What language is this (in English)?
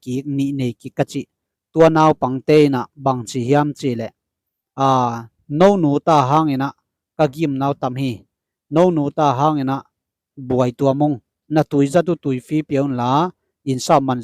Tedim Chin